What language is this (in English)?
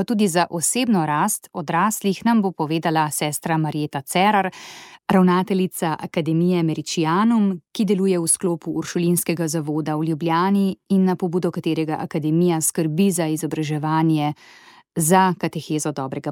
Slovenian